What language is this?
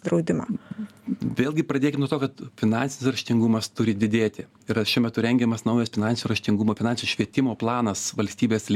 Lithuanian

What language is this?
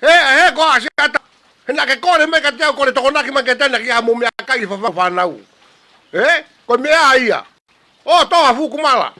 Tongan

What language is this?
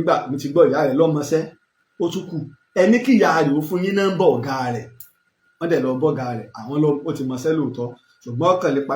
Yoruba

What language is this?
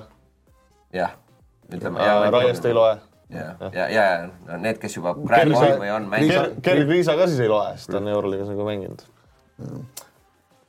Estonian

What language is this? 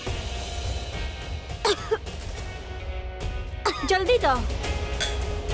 Bhojpuri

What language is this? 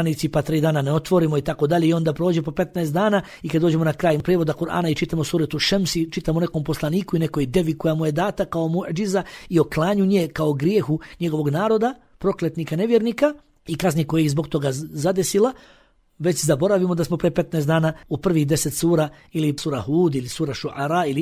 Bosnian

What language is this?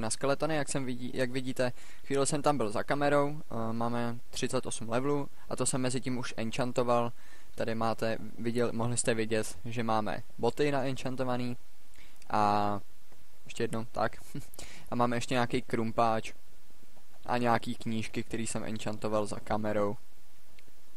Czech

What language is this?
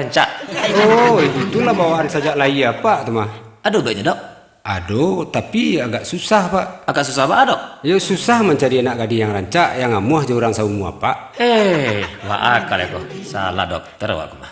Minangkabau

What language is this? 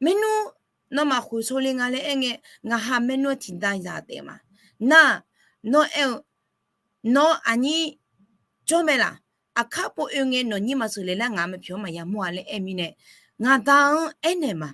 Akha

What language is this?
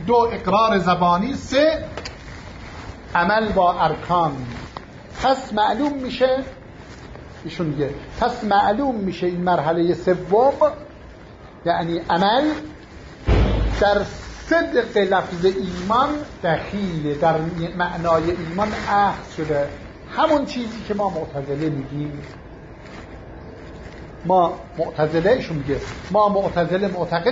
Persian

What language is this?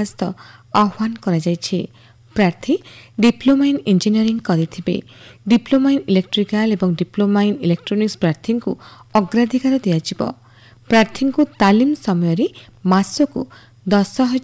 Odia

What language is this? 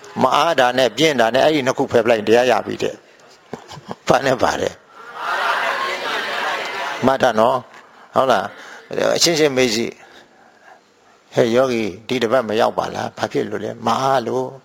Burmese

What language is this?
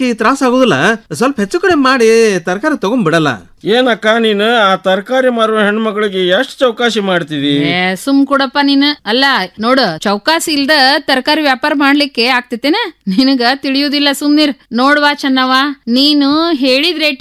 Kannada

